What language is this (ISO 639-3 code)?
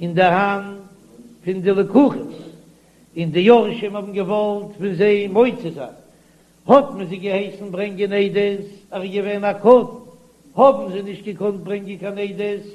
yid